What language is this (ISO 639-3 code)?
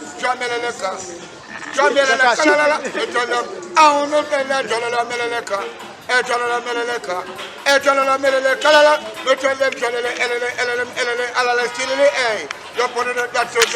jam